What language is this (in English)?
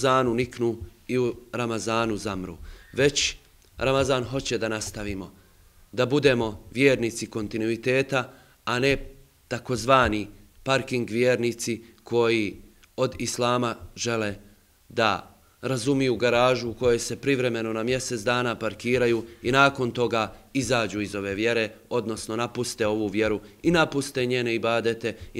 Bosnian